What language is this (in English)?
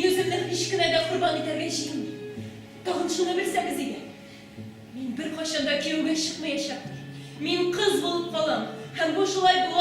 Tatar